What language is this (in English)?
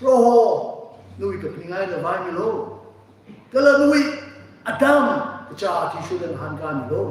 Tangkhul Naga (India)